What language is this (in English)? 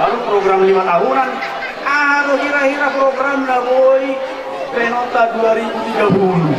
Batak Toba